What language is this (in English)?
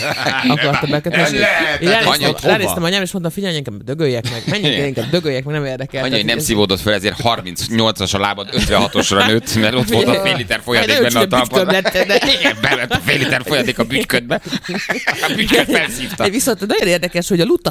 Hungarian